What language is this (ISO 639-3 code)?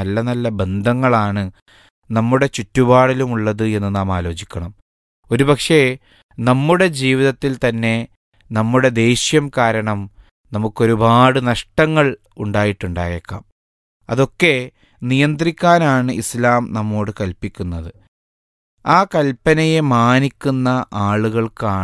mal